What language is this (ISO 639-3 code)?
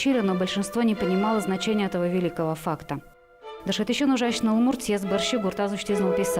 udm